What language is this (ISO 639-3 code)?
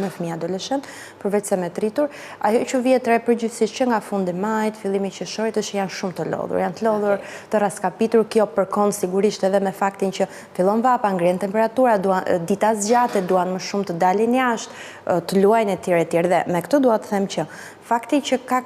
sqi